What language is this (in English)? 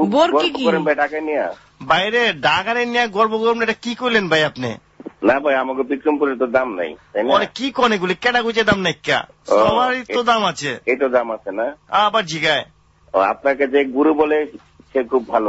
Bangla